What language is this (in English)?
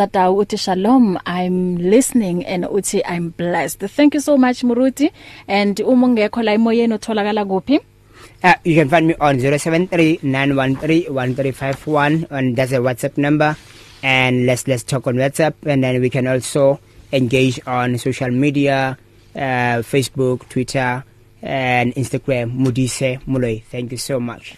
English